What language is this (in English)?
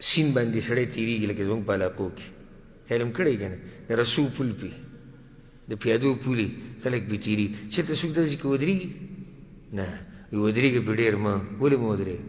Pashto